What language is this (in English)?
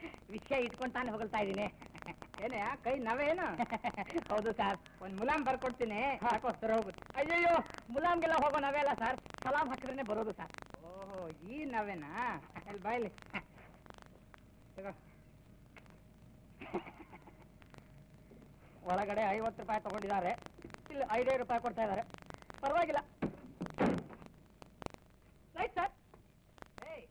Kannada